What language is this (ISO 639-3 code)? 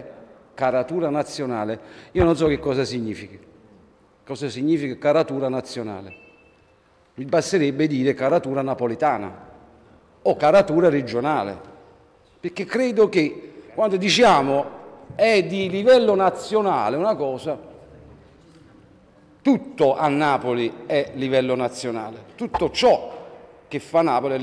ita